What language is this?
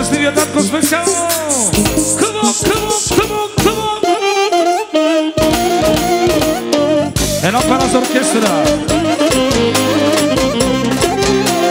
Bulgarian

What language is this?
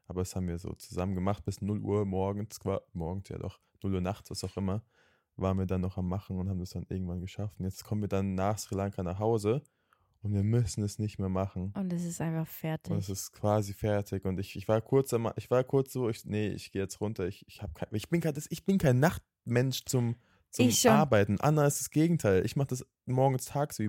German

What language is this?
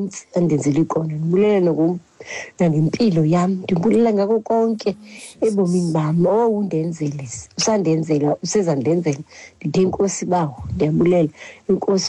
Xhosa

